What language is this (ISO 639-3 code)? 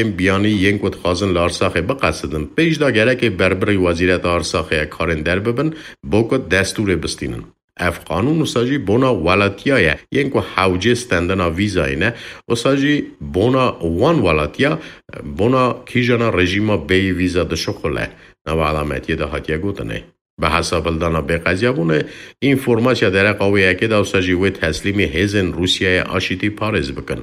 kur